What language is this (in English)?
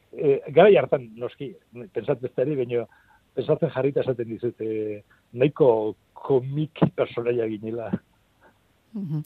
Basque